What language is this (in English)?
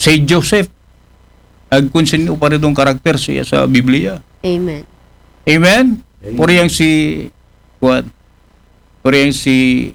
Aklanon